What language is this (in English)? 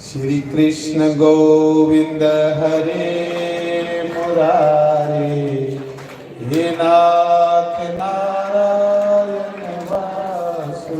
Dogri